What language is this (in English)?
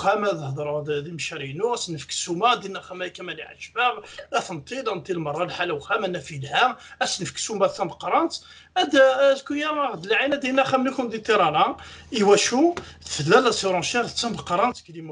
Kabyle